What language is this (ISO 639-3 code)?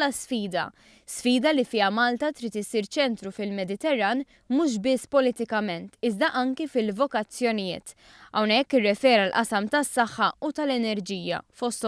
mlt